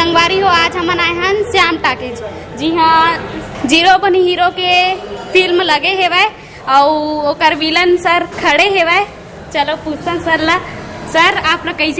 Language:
Chhattisgarhi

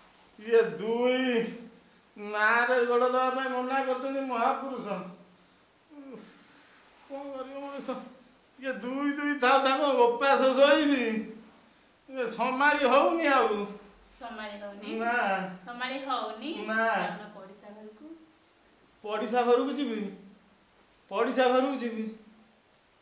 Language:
Odia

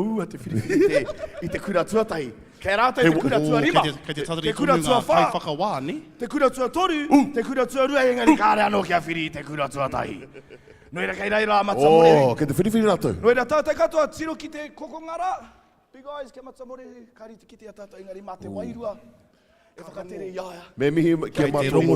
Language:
Māori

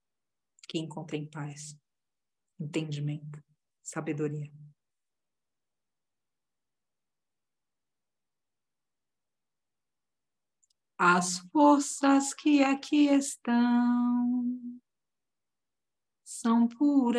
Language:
Portuguese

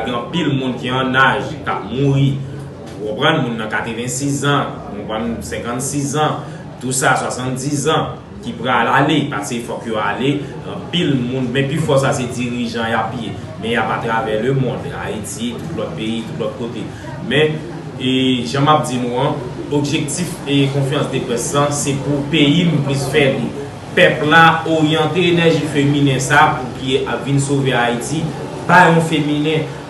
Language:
Haitian Creole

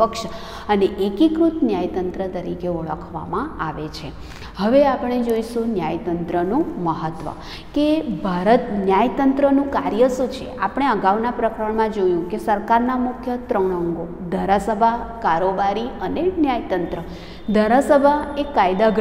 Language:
Gujarati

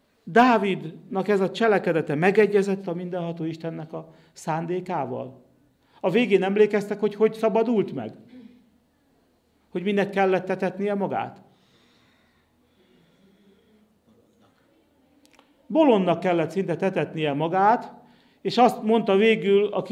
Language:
Hungarian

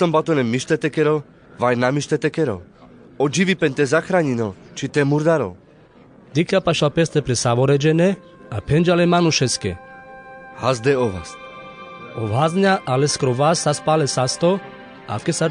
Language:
Carpathian Romani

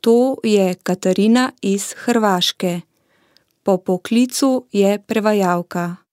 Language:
Slovenian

